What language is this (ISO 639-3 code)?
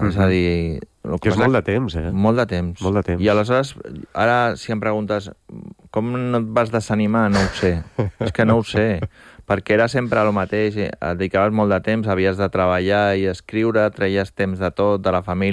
cat